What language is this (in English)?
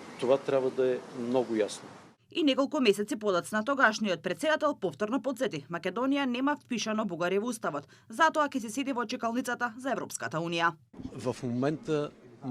Macedonian